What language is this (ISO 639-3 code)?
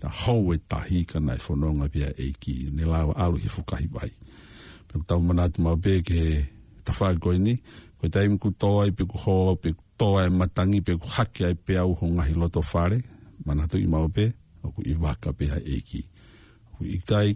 ton